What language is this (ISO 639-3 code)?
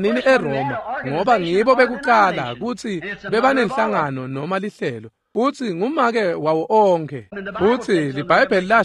ssw